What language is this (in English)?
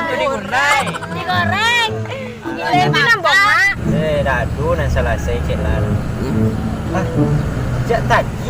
Minangkabau